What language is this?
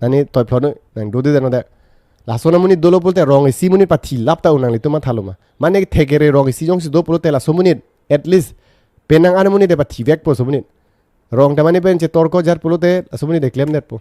Karbi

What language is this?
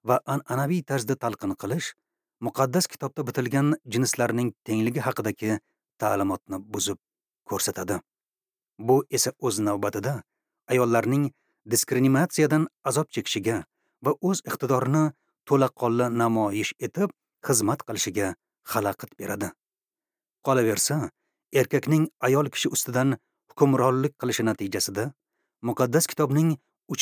Uzbek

